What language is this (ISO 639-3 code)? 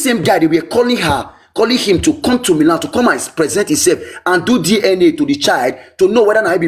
pcm